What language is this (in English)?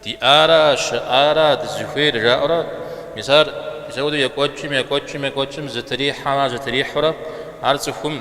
Kabardian